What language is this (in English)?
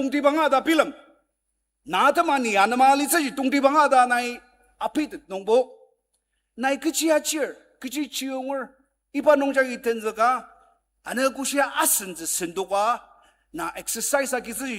Ao Naga